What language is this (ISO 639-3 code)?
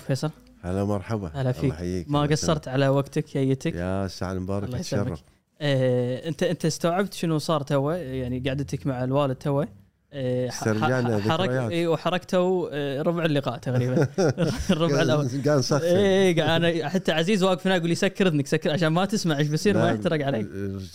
afb